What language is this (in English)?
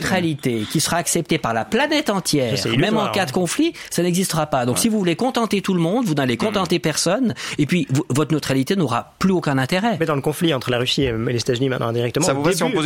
French